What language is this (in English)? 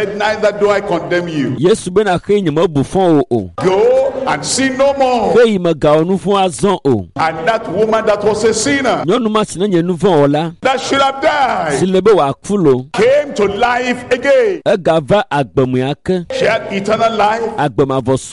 Ewe